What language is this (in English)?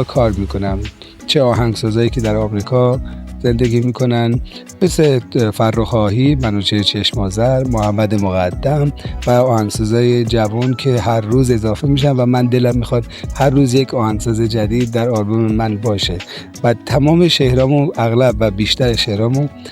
Tajik